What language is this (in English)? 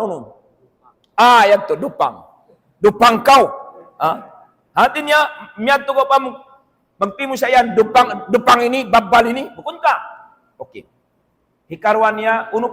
Tausug